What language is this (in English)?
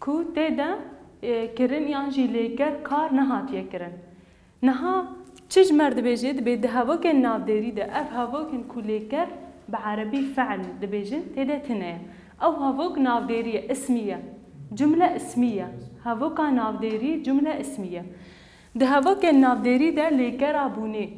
Kurdish